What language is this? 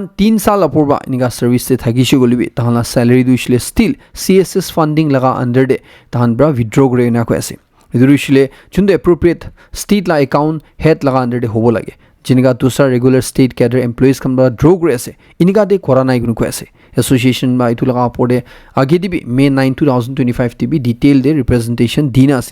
Naga Pidgin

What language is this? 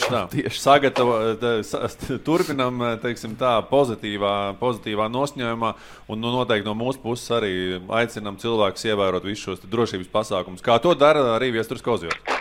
Latvian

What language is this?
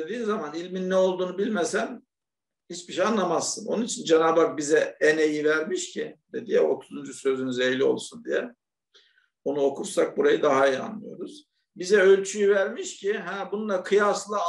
Turkish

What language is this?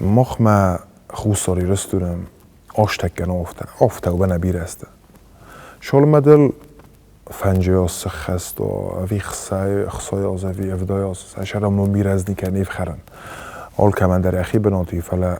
Ossetic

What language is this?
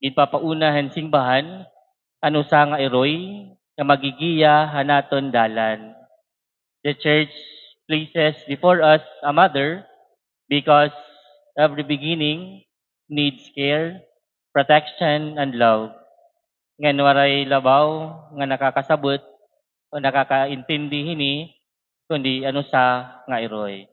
Waray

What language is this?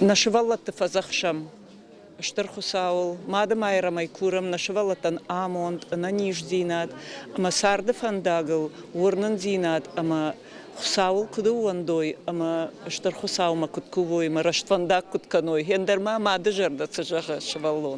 Ossetic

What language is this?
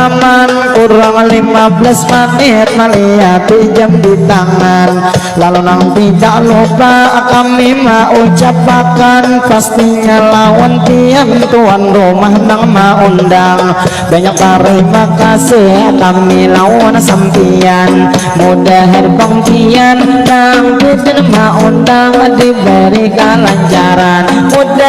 Banjar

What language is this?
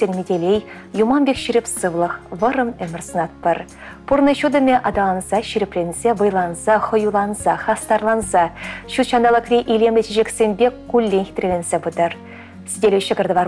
Chuvash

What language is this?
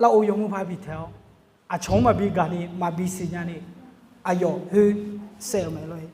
Akha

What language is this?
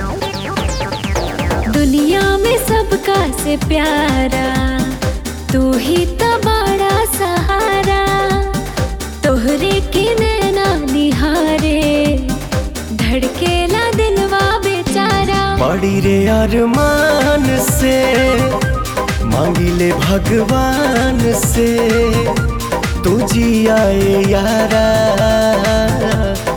Bhojpuri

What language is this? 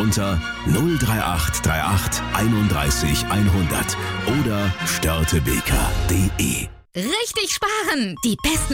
German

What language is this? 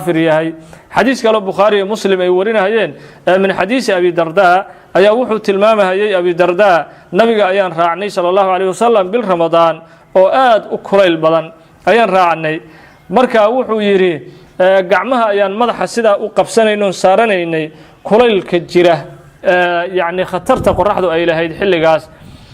Somali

